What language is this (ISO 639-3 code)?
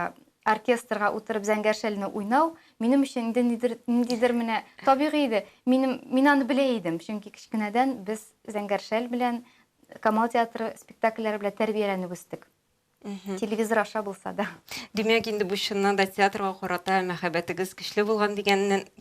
tat